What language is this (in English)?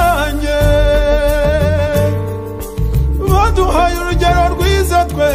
Kinyarwanda